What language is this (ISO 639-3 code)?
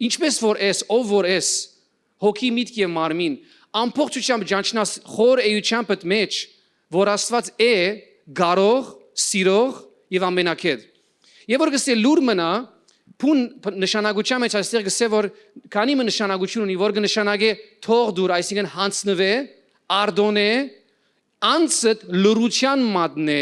hyw